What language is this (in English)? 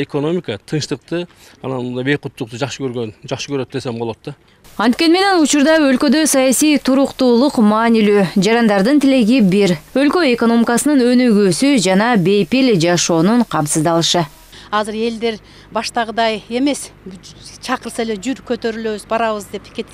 Kyrgyz